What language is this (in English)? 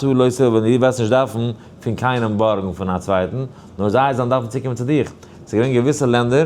Yiddish